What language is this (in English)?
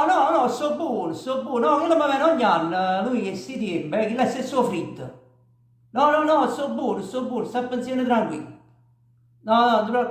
Neapolitan